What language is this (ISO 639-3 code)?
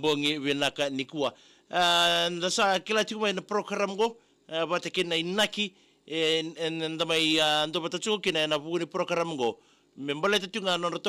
fij